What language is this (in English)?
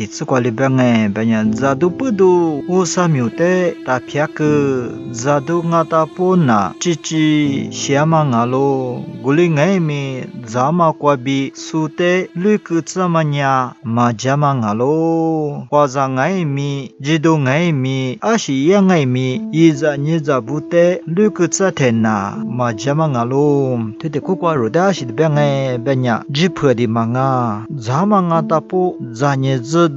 Lisu